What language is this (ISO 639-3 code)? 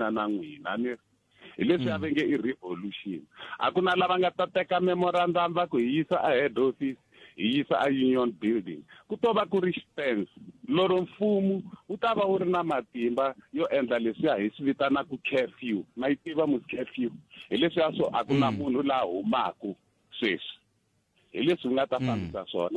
tso